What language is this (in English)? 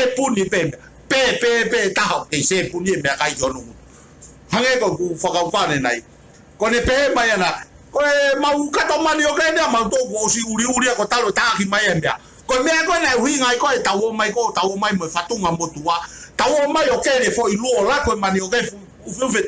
Tongan